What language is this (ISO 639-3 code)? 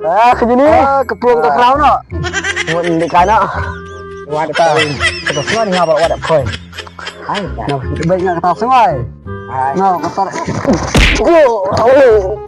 kha